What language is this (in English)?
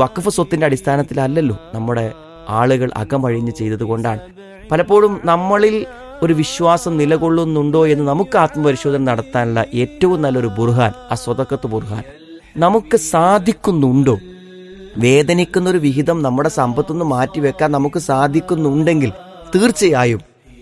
Malayalam